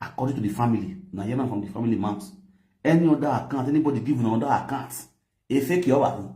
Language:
Nigerian Pidgin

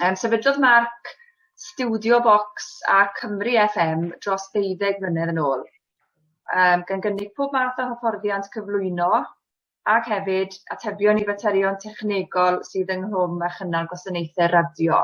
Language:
Welsh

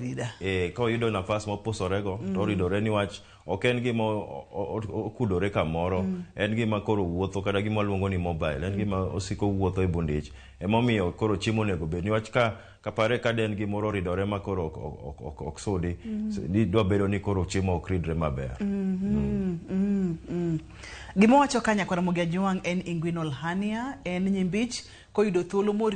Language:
Luo (Kenya and Tanzania)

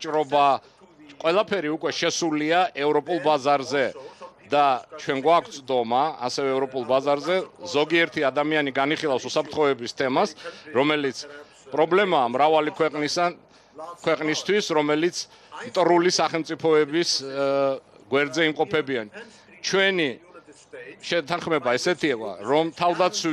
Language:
Georgian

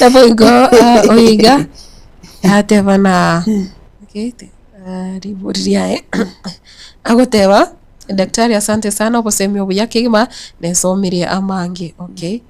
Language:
Gusii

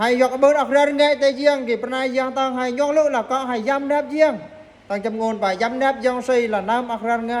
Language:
Eastern Bru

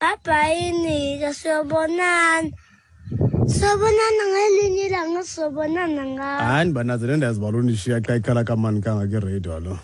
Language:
Xhosa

